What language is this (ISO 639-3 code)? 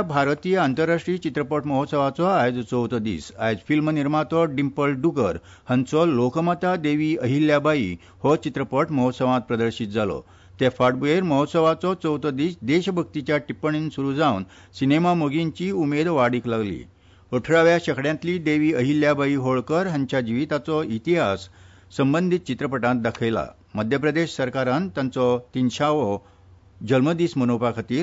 kok